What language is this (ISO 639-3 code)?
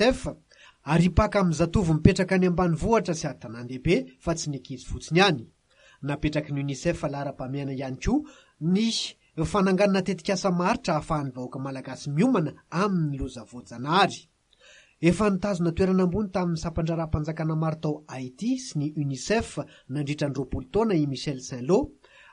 mlg